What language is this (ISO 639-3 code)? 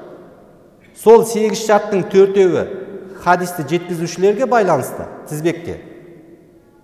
kaz